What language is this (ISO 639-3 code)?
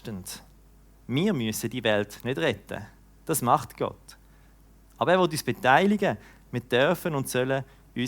gsw